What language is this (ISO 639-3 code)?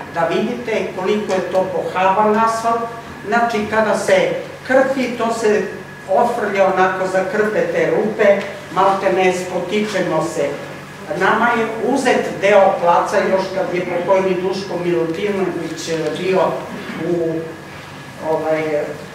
srp